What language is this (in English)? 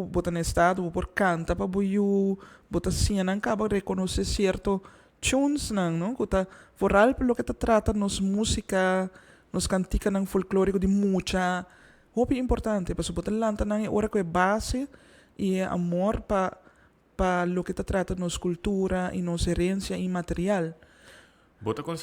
Papiamento